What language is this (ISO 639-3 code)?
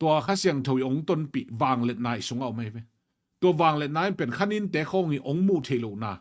ctd